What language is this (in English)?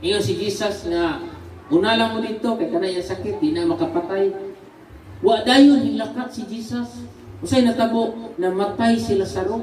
Cebuano